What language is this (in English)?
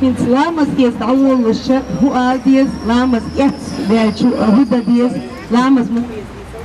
Chechen